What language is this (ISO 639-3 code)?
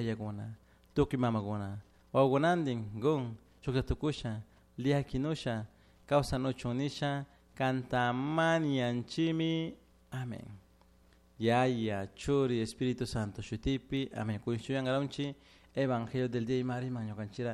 qug